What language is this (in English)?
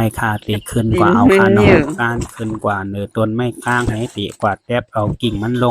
Shan